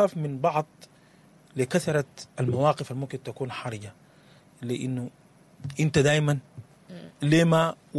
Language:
Sudanese Arabic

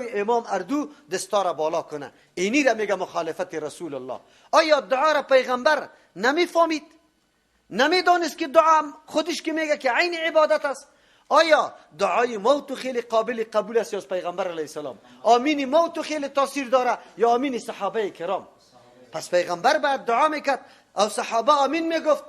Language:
Persian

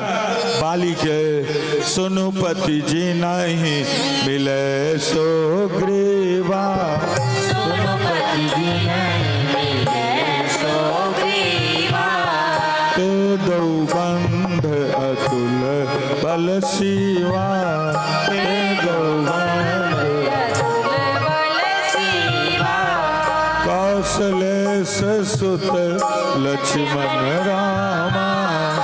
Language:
Maithili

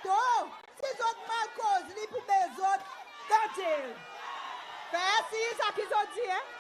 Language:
Seselwa Creole French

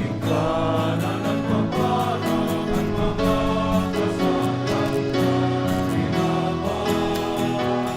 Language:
Bikol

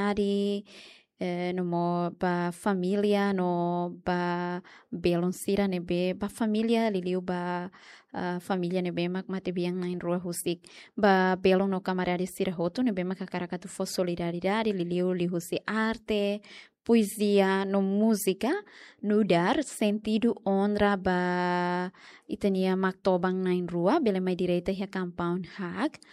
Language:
Tetum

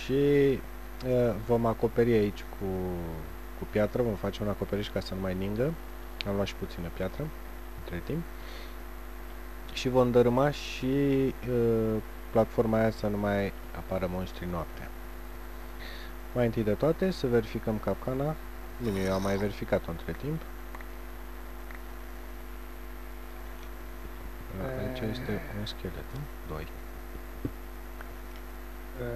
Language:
Romanian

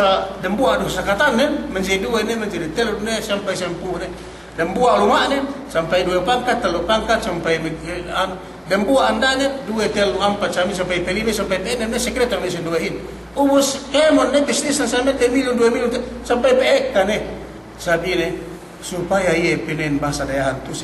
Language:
Yakan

